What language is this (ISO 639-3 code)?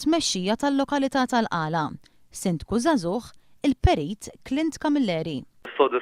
mlt